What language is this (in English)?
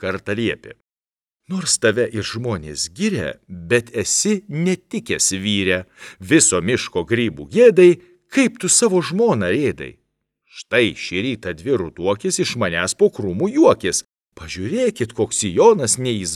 Lithuanian